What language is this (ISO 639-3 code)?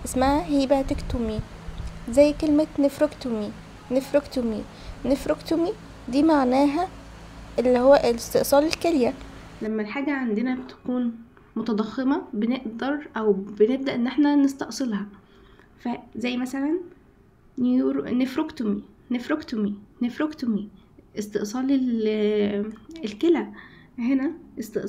arz